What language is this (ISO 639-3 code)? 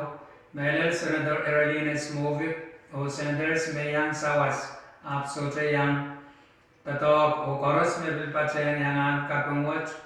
pon